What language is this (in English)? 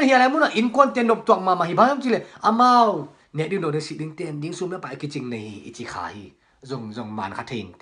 Tedim Chin